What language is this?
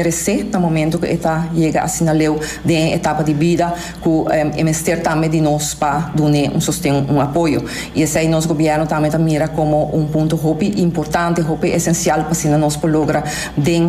Papiamento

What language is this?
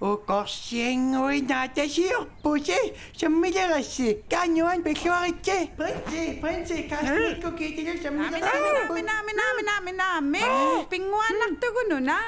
Kalaallisut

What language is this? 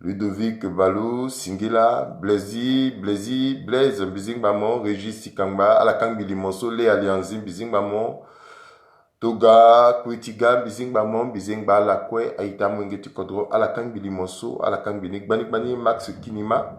Sango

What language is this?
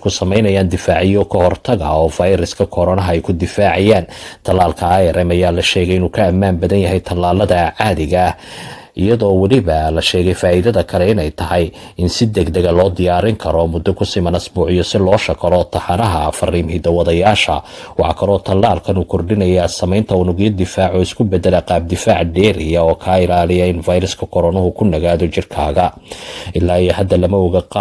Somali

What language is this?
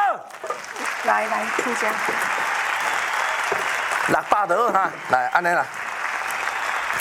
Min Nan Chinese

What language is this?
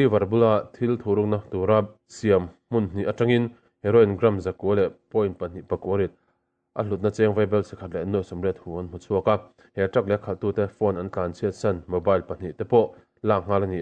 Mizo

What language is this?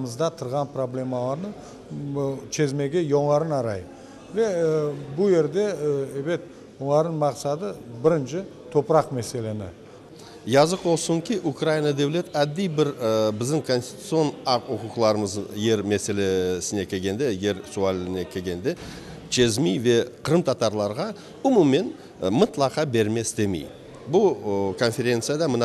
Crimean Tatar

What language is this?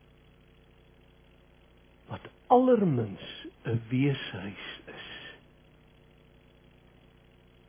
Afrikaans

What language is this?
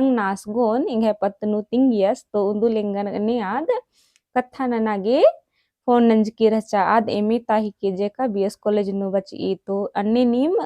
Kurukh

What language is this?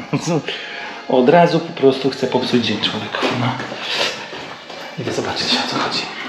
Polish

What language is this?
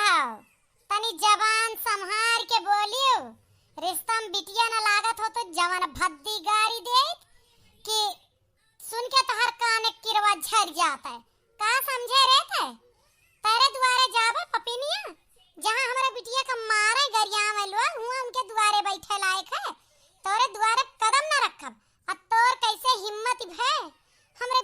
Awadhi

